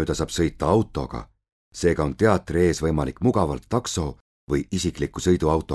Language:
Estonian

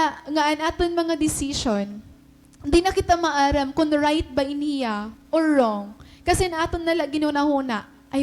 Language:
Waray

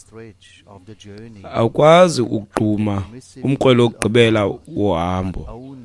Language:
Xhosa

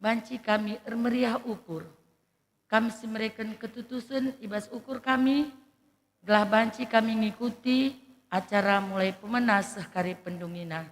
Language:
Batak Karo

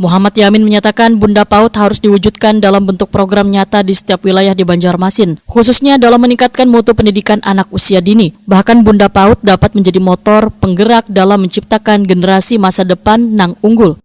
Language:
Banjar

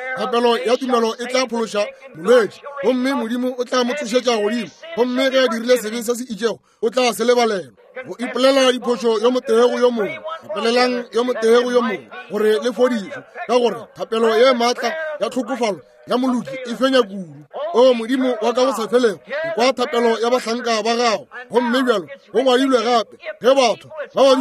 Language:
Northern Sotho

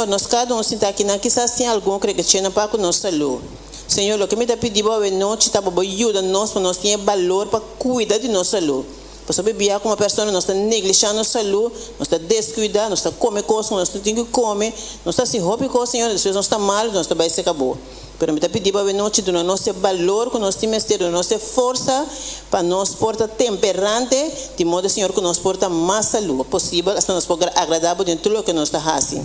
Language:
Papiamento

